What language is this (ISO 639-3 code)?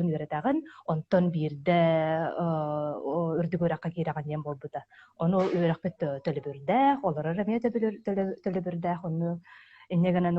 sah